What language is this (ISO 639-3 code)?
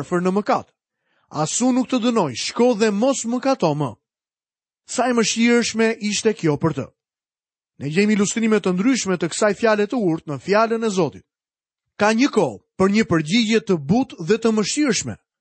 sqi